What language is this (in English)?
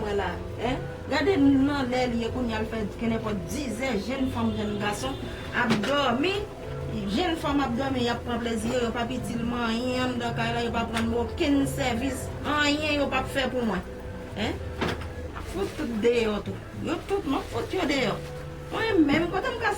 Haitian Creole